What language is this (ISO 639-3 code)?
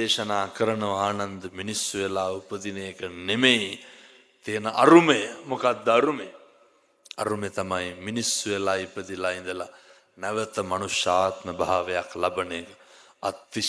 sin